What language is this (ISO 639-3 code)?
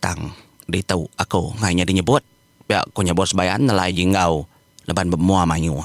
iba